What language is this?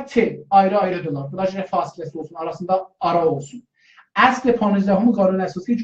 South Azerbaijani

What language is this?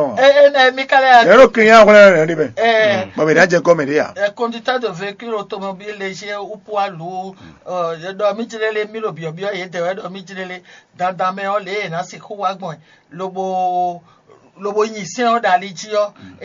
Fon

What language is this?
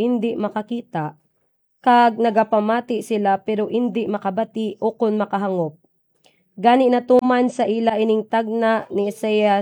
Hiligaynon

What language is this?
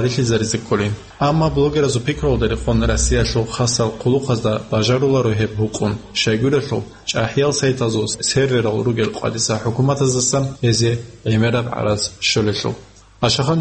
Avaric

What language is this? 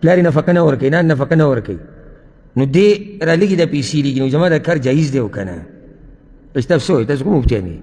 Pashto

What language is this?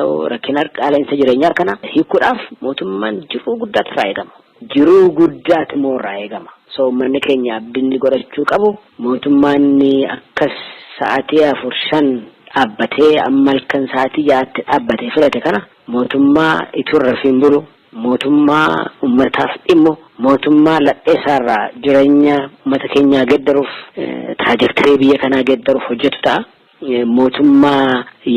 Oromo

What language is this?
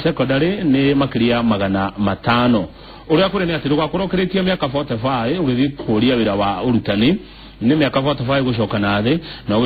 Kikuyu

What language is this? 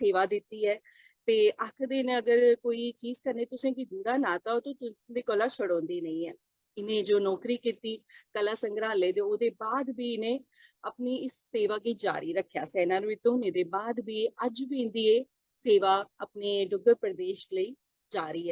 Dogri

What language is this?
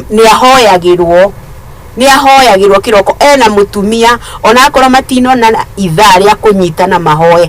Kikuyu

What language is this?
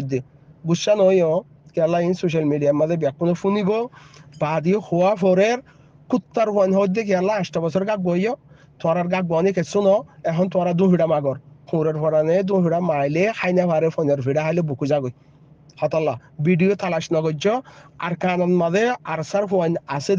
Rohingya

